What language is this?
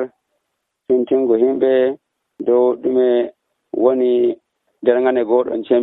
Nigerian Fulfulde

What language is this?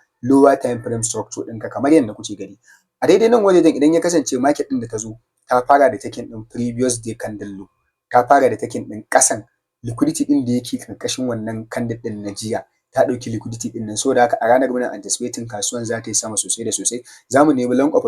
Hausa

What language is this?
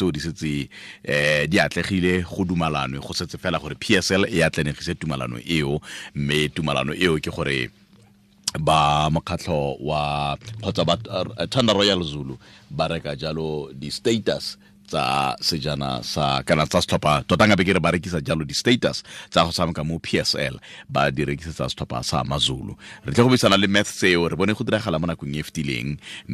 Tswana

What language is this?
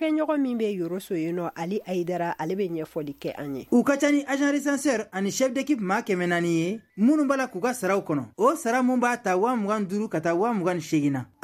Bambara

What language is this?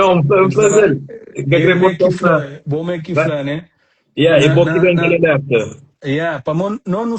Kabuverdianu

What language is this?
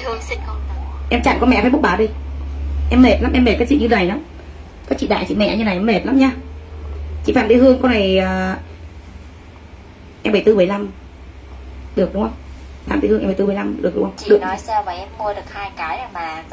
Vietnamese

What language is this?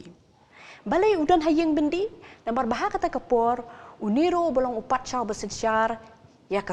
Khasi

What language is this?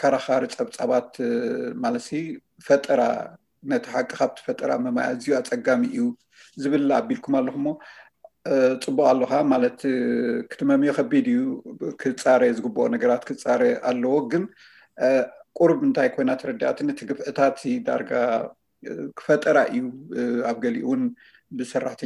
Tigrinya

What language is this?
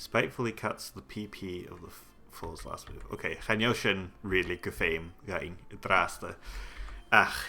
Scottish Gaelic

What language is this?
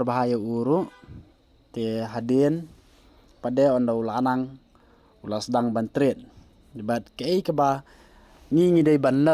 Khasi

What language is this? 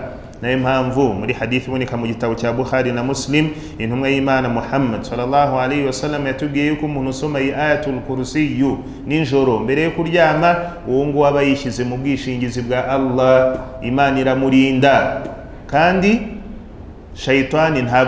Kinyarwanda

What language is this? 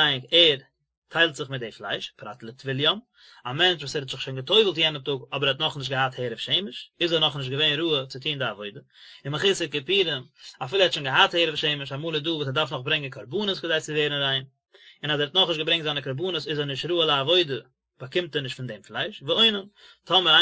Yiddish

